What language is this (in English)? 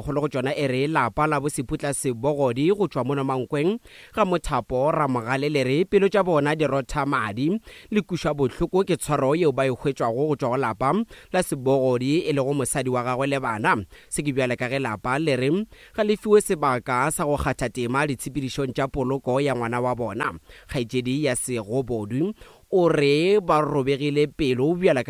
Northern Sotho